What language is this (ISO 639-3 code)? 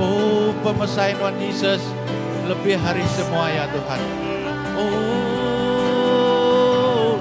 iba